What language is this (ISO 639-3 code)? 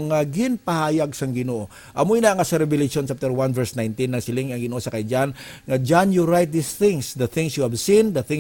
hil